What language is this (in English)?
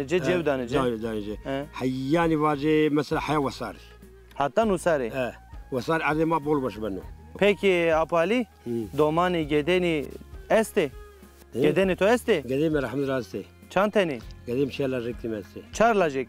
Zaza